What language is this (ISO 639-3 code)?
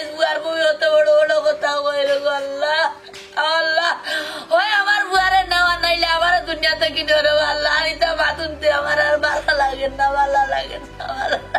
syl